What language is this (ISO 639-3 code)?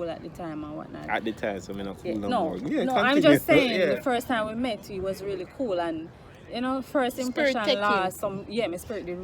jam